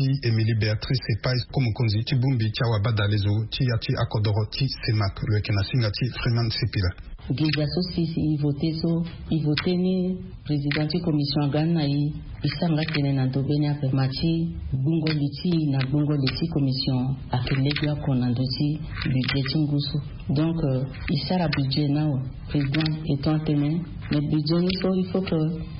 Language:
Sango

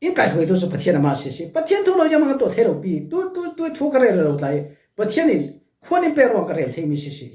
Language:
Falam Chin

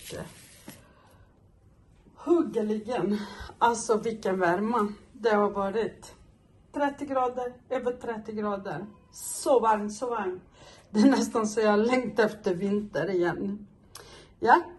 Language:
Swedish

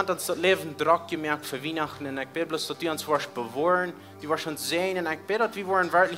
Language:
Plautdietsch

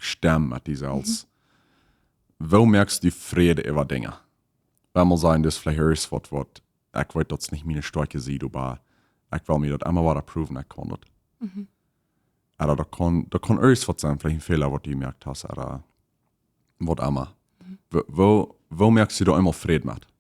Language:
Plautdietsch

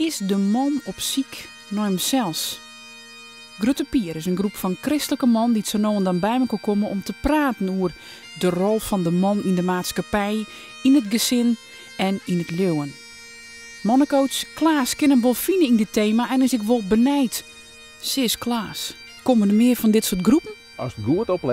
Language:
Western Frisian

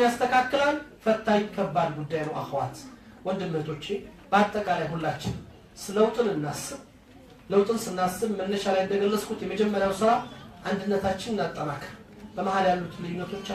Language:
Amharic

